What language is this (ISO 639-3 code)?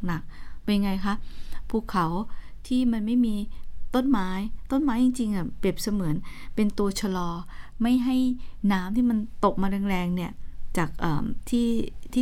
tha